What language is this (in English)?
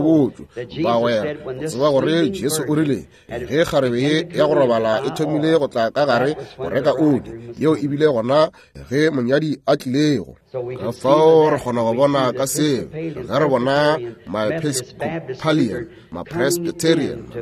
Northern Sotho